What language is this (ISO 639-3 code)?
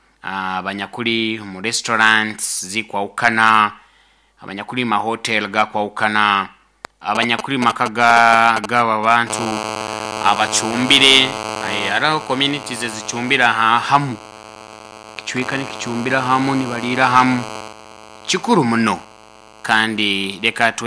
nyo